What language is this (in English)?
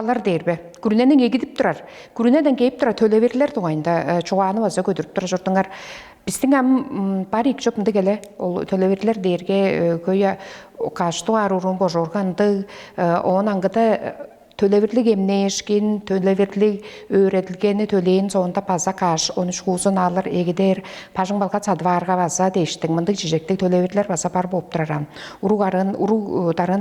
Tuvinian